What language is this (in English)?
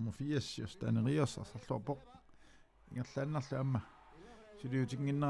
Kalaallisut